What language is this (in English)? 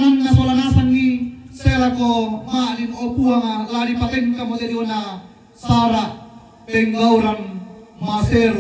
Toraja-Sa'dan